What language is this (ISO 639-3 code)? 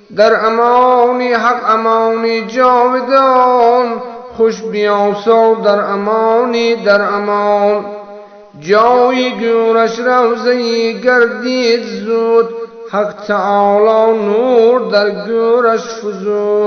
tgk